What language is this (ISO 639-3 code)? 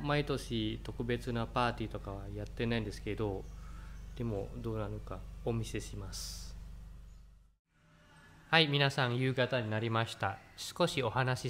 jpn